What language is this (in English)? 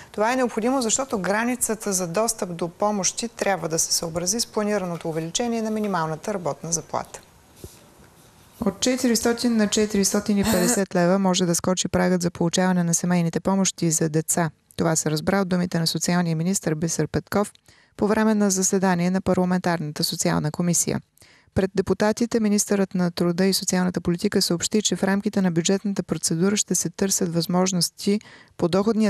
Bulgarian